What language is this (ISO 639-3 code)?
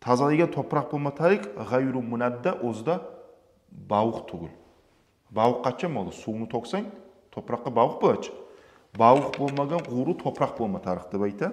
kum